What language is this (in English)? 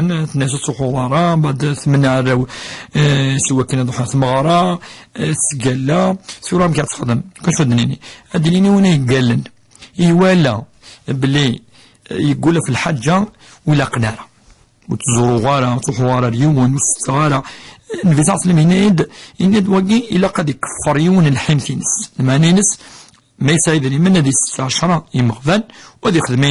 Kabyle